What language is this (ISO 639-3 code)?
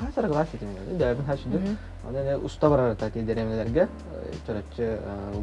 sah